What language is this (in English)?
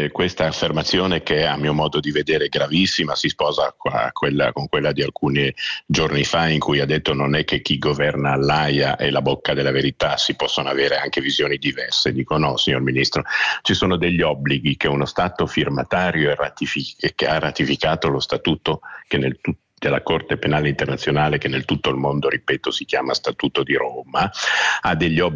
Italian